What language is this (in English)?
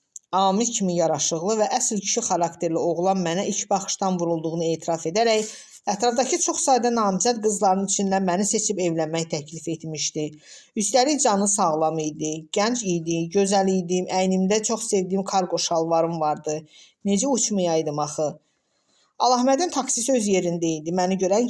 Azerbaijani